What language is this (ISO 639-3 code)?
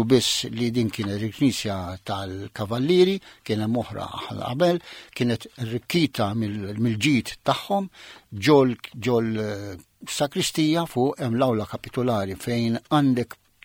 mlt